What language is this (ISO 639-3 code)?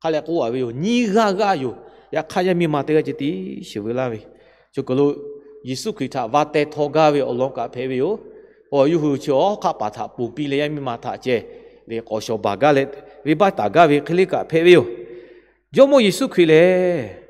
lhu